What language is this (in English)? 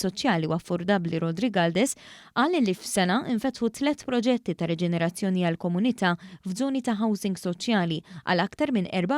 Maltese